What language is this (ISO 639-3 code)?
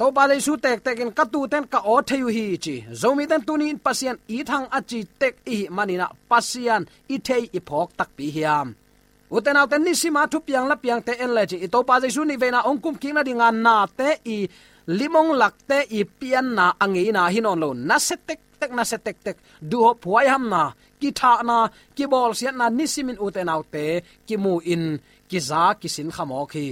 ctd